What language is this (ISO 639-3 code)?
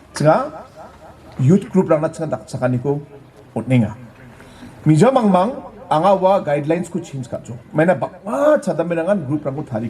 grt